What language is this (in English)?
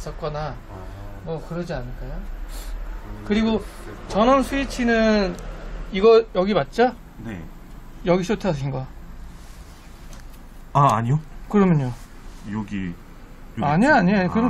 Korean